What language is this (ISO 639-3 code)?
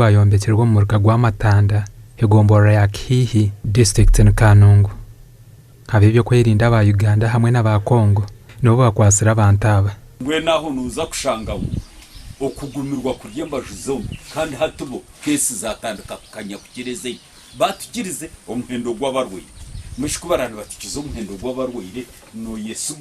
nyn